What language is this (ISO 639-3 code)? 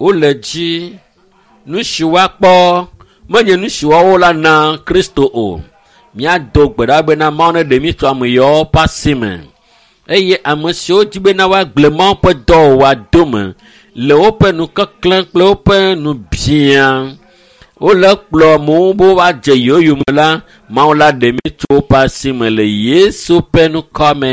ewe